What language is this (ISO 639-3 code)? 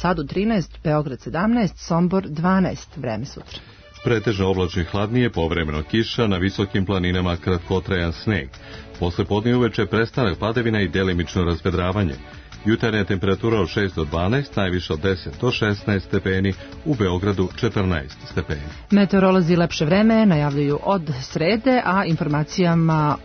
srp